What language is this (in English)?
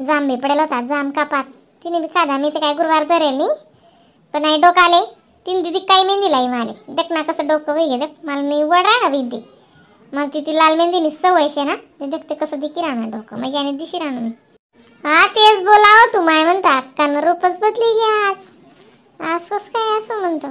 Khandesi